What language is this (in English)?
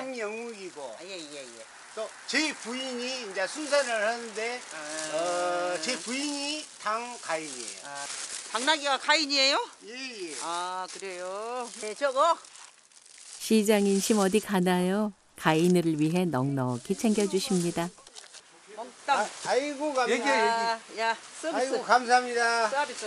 Korean